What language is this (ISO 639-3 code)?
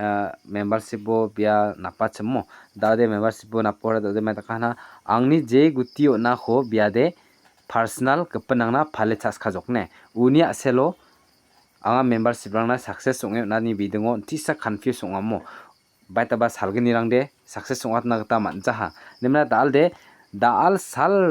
grt